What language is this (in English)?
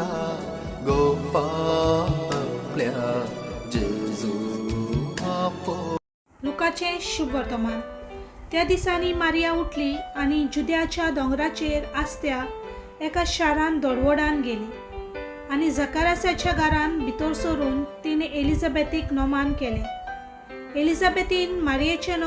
Konkani